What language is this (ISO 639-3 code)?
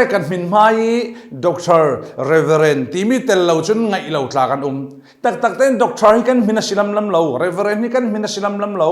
cfm